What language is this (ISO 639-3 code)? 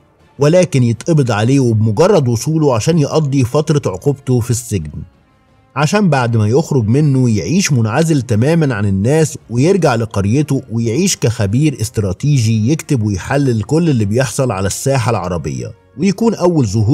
arz